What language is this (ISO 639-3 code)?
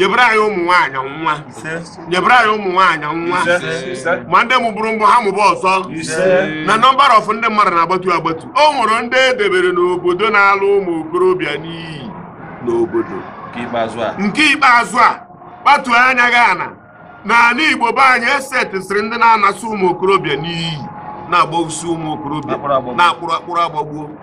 ibo